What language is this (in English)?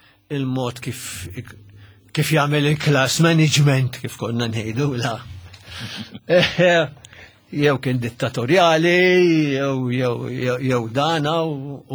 Maltese